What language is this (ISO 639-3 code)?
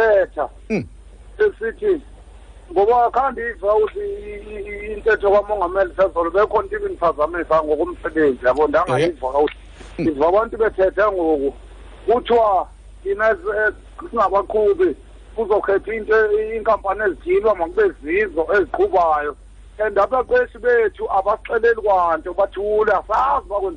xho